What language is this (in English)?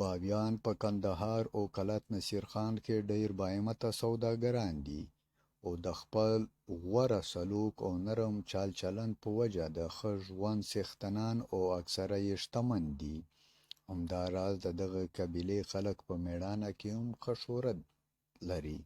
Pashto